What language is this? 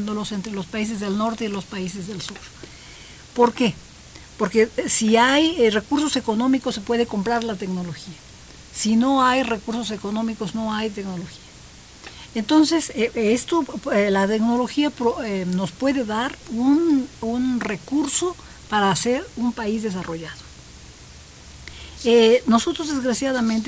Spanish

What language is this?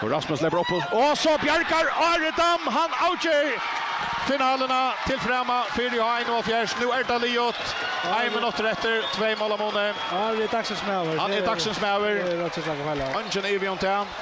Faroese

